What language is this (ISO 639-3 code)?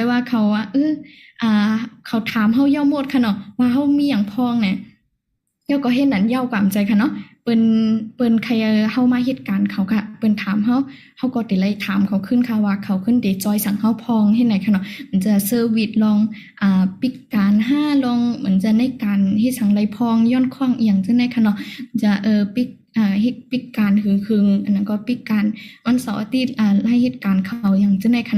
shn